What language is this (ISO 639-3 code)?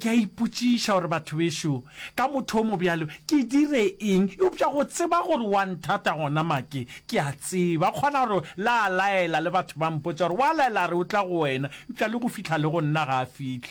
nso